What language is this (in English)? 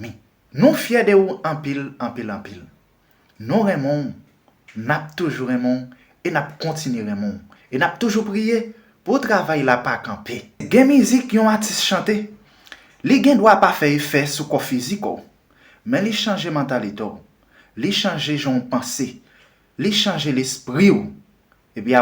Haitian Creole